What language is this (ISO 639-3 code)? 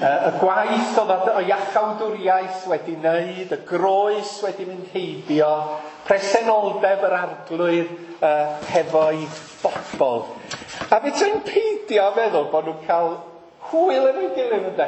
cym